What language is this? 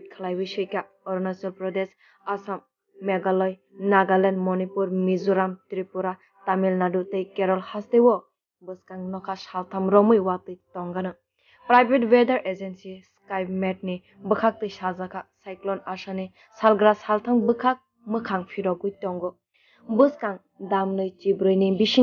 Kok Borok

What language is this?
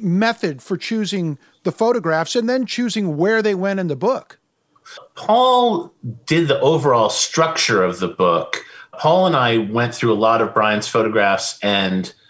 English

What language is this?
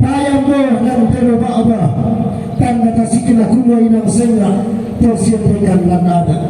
Toraja-Sa'dan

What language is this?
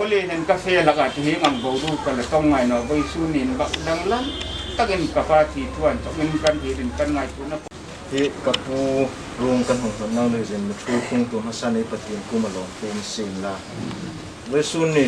Hmar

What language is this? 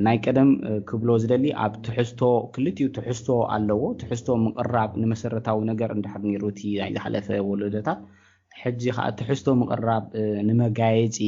Tigrinya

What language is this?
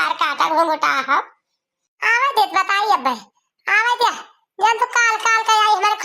Awadhi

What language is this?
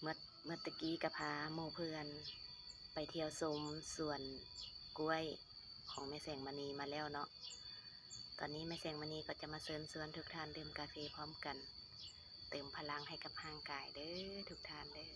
Lao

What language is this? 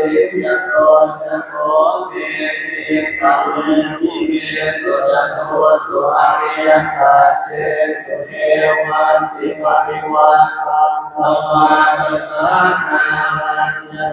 Pali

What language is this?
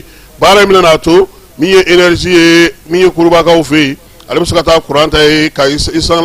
Bambara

